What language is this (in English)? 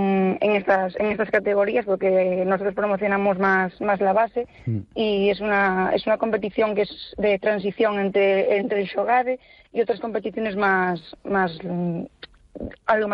Spanish